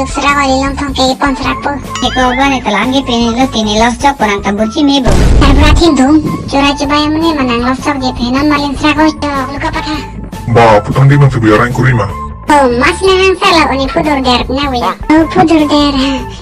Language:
Karbi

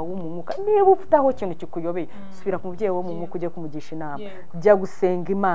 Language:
Kinyarwanda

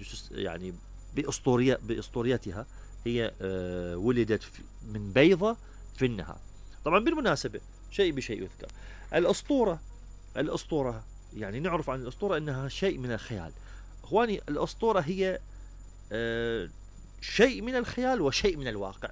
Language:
Mesopotamian Arabic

